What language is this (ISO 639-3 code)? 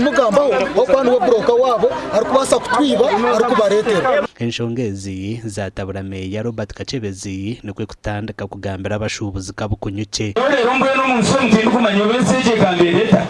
nyn